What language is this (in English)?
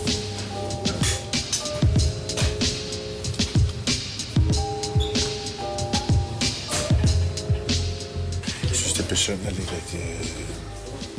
Danish